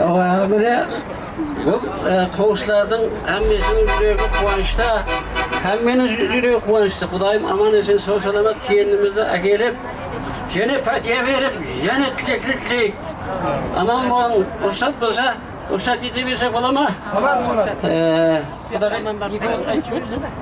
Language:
Kara-Kalpak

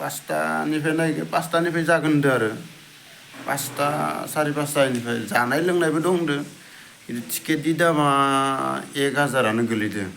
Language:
Bodo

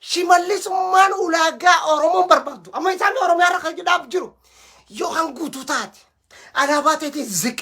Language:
Oromo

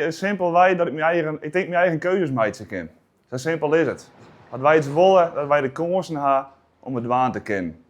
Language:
Western Frisian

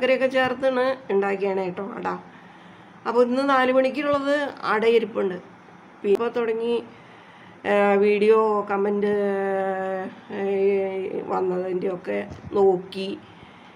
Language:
Malayalam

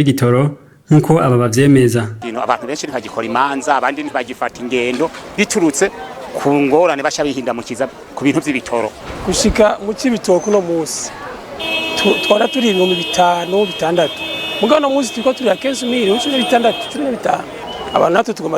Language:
Rundi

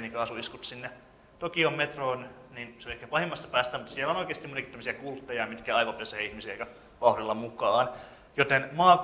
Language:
Finnish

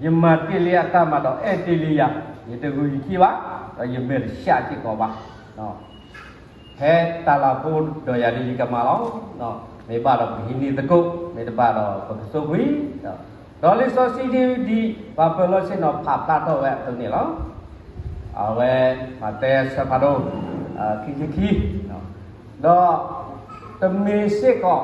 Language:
S'gaw Karen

